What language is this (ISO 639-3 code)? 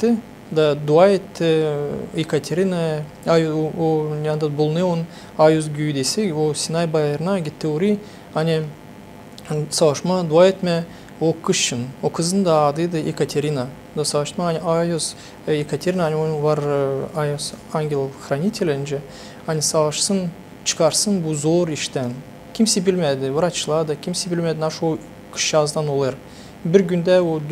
gag